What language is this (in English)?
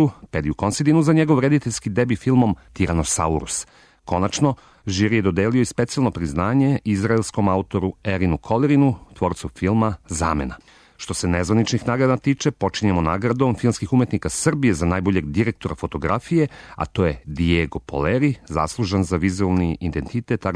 Serbian